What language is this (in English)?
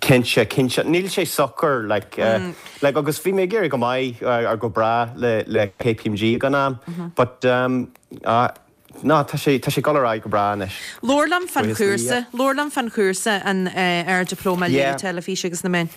Irish